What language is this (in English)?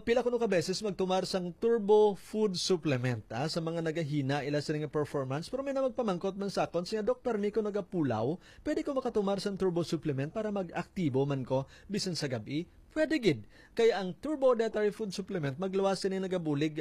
Hiligaynon